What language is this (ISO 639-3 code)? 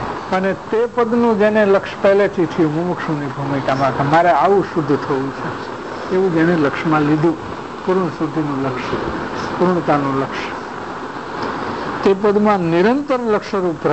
guj